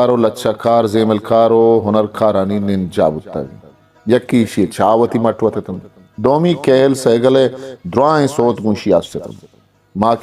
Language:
Eastern Balochi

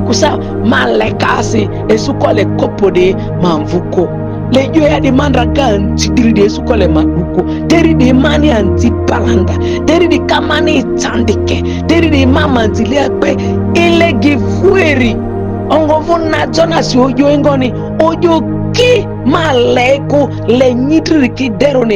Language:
Ma'di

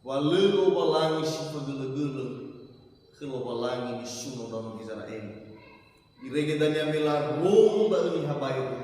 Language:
Nias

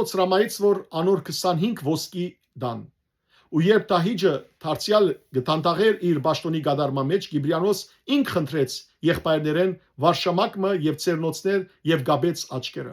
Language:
Western Armenian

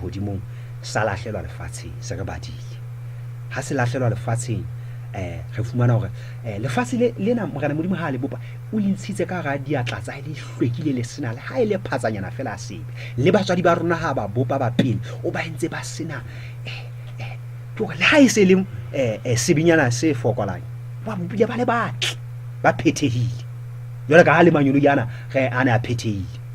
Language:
Southern Sotho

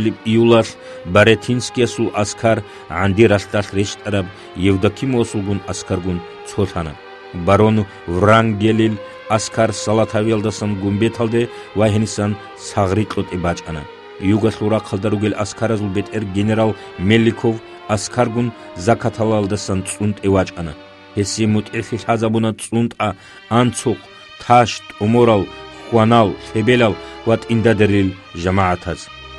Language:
Avaric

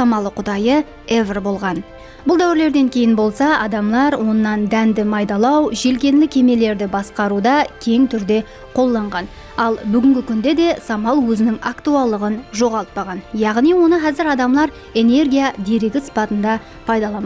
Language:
Kara-Kalpak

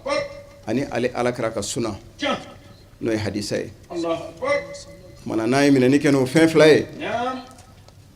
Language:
Bambara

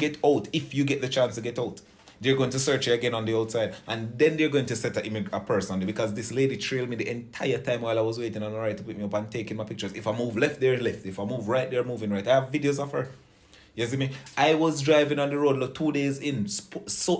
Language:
Jamaican Creole English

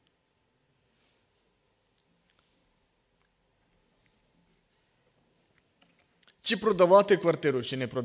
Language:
Ukrainian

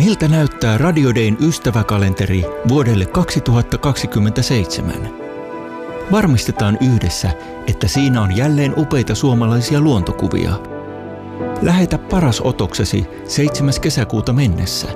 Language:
Finnish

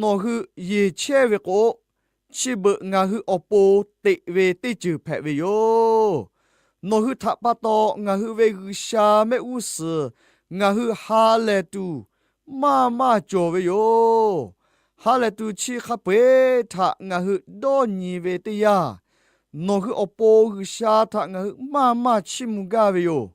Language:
Lahu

